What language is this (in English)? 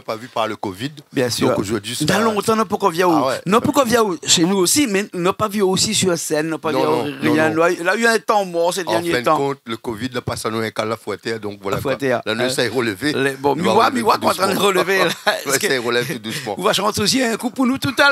Réunion Creole French